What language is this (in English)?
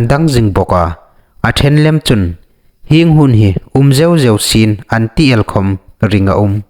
Hmar